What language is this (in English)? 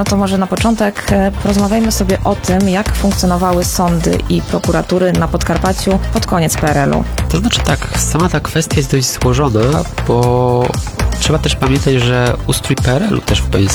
Polish